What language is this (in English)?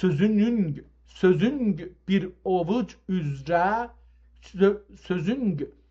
South Azerbaijani